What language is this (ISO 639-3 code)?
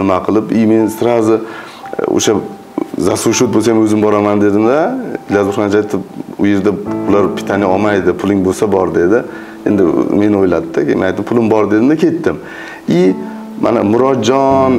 uzb